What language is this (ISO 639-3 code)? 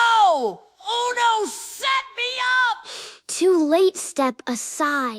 jam